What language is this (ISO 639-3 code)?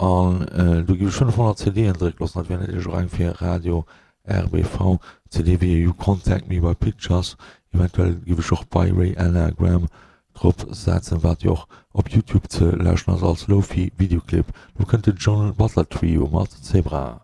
ltz